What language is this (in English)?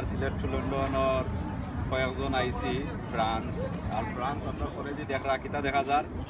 Sylheti